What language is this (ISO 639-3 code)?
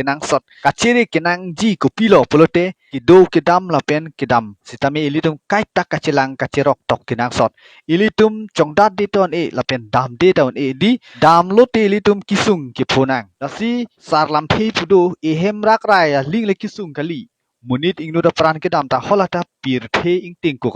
mjw